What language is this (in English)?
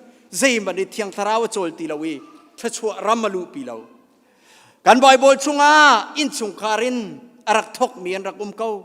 Hakha Chin